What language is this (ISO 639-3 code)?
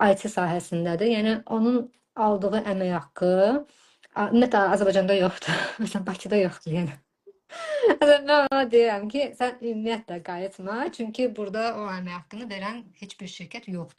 aze